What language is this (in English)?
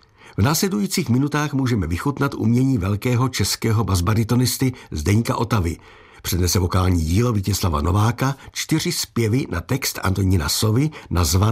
Czech